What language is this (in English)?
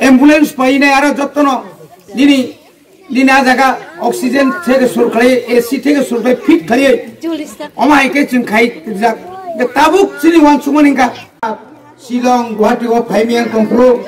Kok Borok